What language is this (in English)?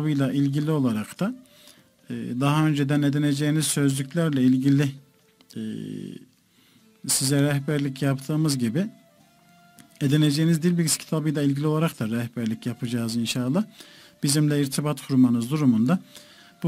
Turkish